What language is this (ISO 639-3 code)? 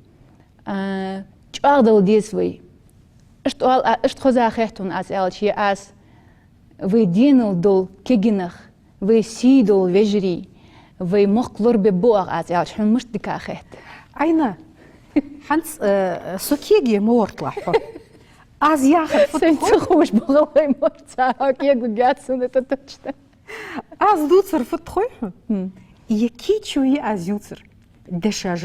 inh